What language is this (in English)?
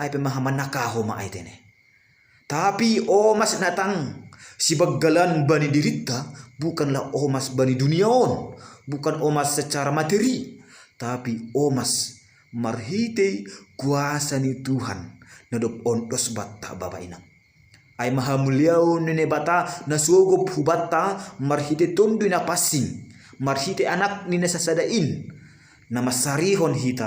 Batak Simalungun